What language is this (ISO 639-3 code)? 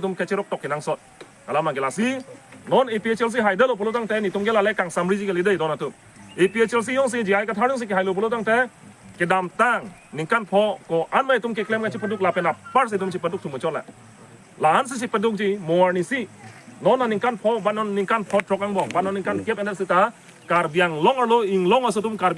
mjw